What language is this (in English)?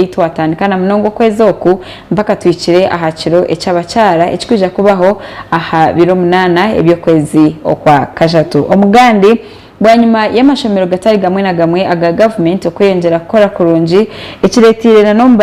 Nyankole